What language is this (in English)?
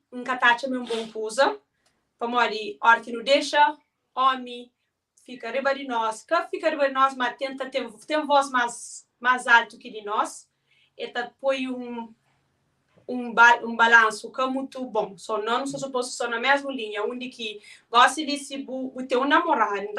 Kabuverdianu